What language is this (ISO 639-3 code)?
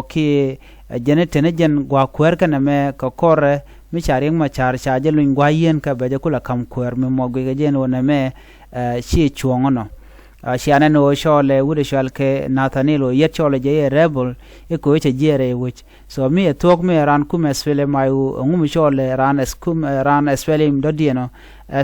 nus